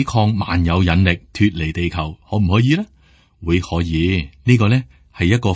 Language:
Cantonese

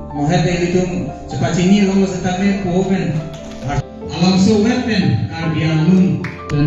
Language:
Karbi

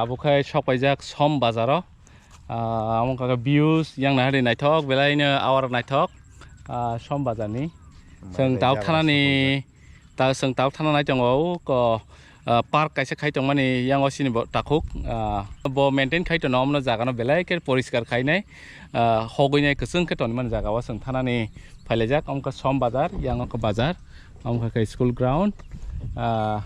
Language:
Kok Borok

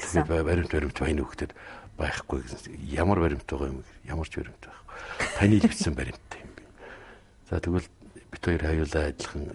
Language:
Mongolian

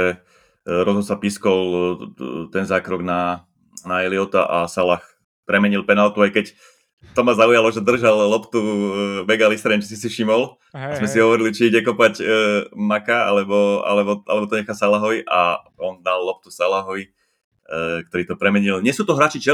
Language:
Slovak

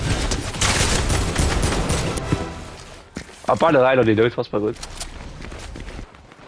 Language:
Dutch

